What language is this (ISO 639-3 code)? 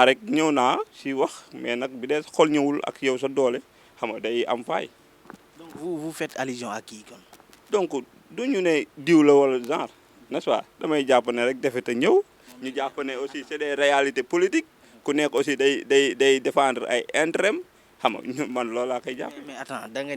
wol